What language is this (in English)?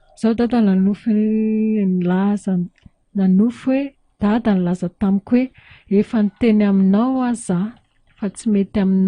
Malagasy